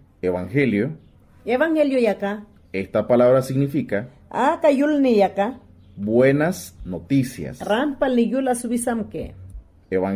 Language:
Mayangna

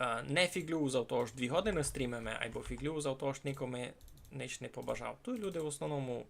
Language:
Rusyn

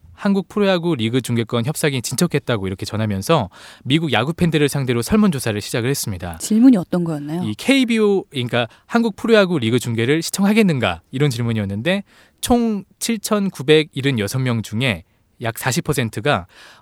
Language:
Korean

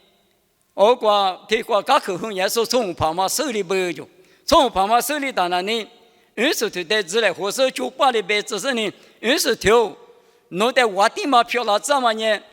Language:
Lisu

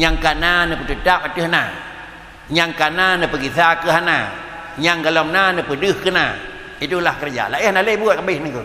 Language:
Achinese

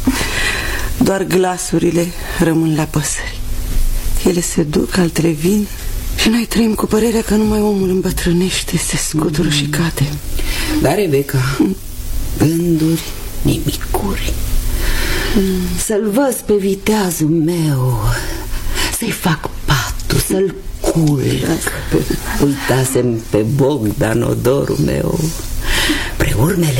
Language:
Romanian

